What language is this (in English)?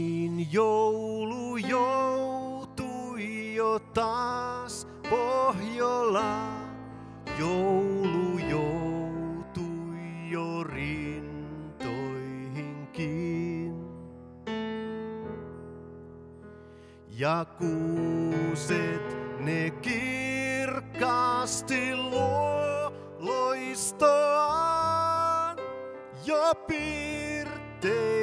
Finnish